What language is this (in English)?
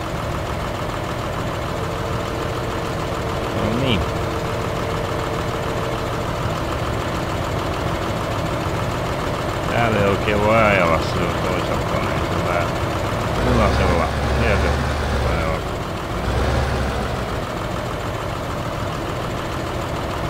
Finnish